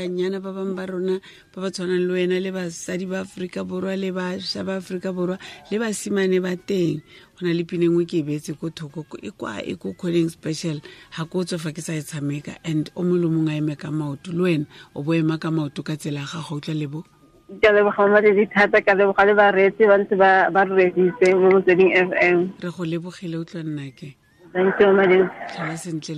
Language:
Tswana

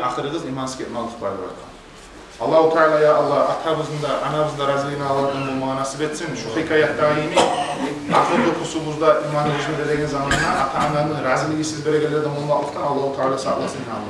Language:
Kumyk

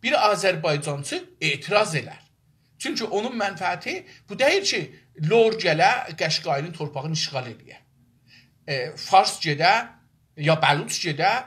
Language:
South Azerbaijani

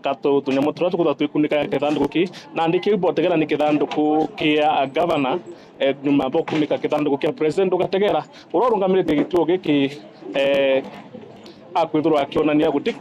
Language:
Meru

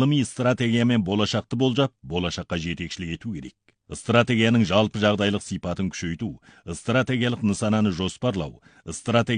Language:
Kazakh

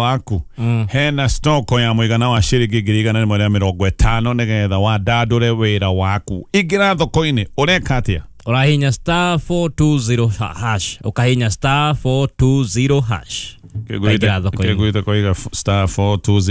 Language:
Kikuyu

